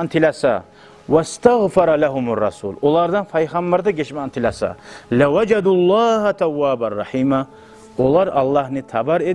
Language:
Kumyk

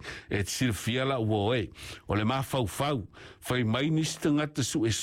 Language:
Samoan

